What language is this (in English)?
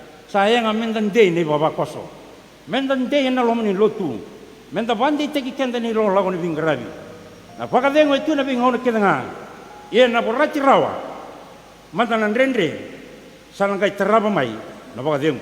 Fijian